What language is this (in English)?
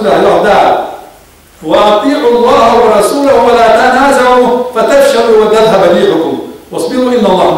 Ingush